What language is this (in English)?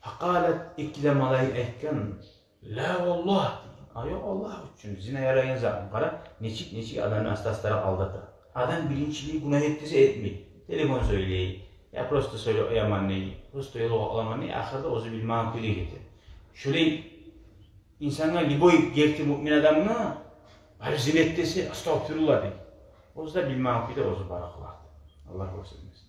Kumyk